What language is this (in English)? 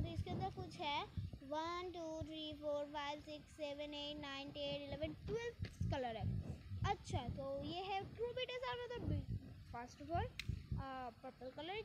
Hindi